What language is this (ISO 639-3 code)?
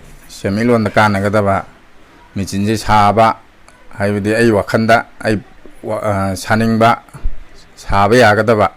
mni